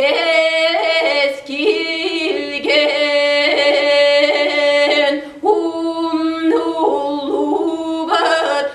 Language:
Yakut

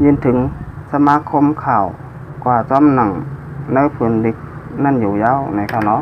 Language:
Shan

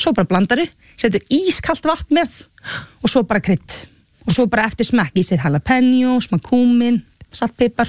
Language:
Icelandic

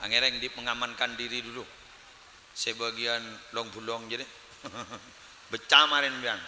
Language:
Madurese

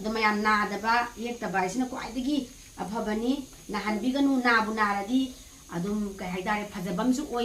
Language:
Manipuri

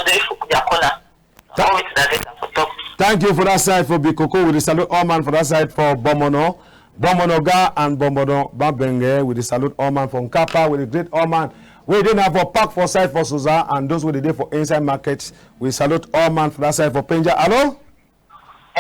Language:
Cameroon Pidgin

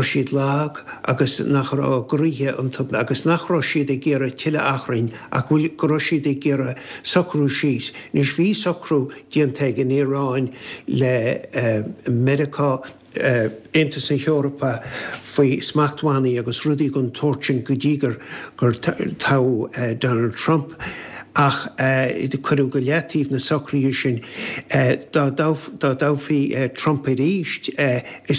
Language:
Irish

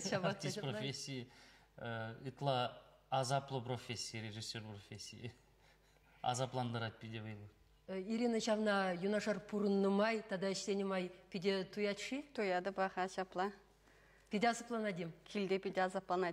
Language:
Chuvash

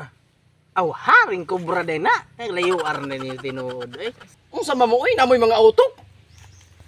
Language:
Cebuano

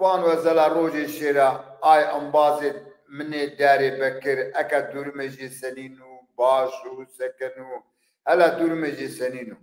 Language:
Zaza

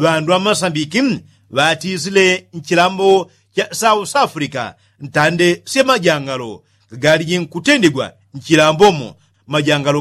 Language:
Yao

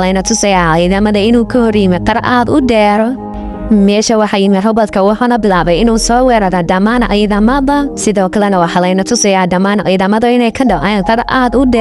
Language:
Somali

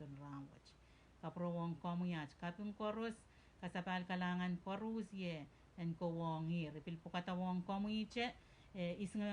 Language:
Pohnpeian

